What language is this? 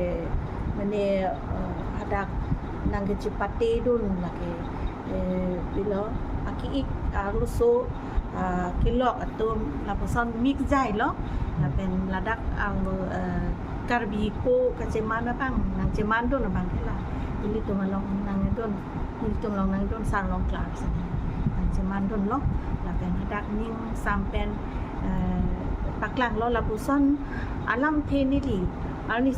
Karbi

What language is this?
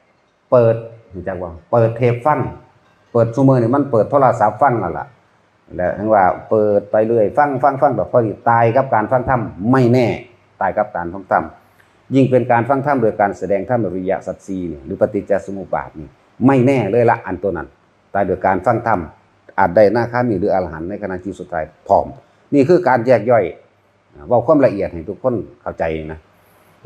Northeastern Thai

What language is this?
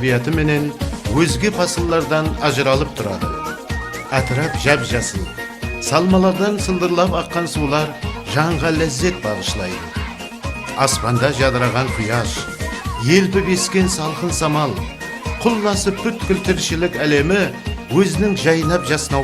Kara-Kalpak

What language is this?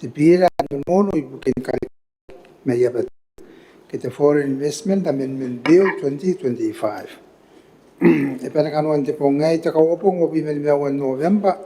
Gilbertese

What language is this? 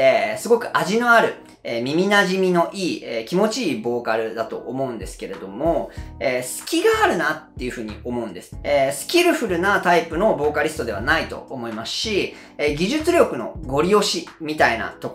Japanese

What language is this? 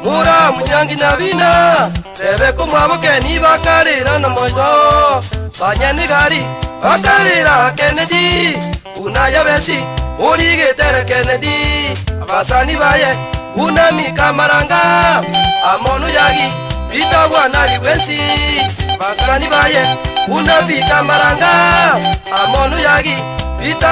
Gusii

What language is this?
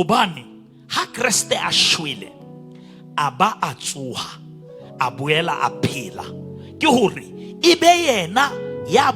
Southern Sotho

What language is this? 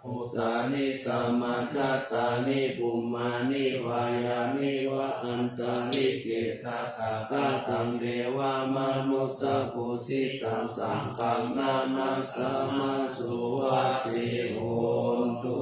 Pali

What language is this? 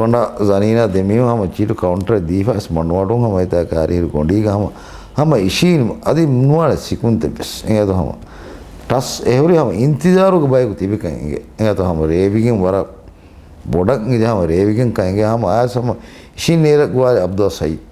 Divehi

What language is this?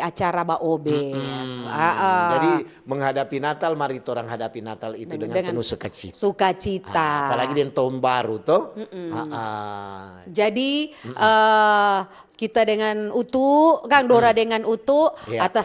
Manado Malay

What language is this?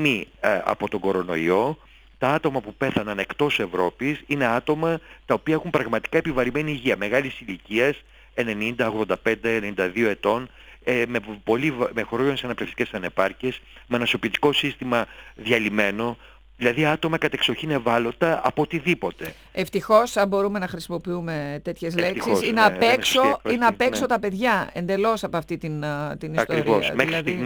Greek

